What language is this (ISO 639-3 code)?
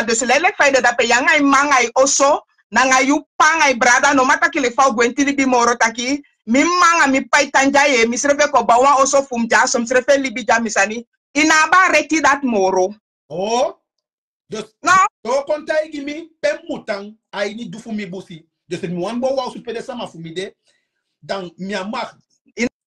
srn